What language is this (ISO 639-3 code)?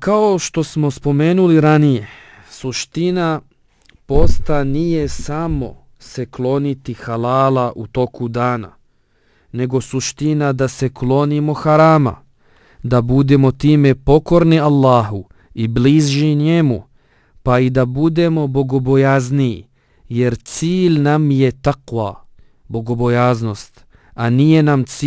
bos